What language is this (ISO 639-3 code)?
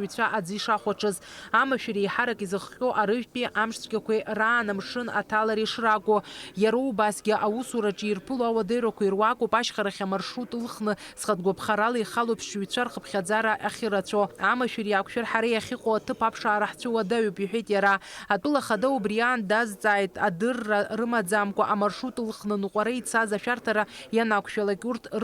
abk